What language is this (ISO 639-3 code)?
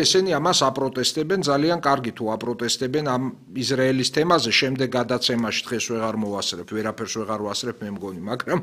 kat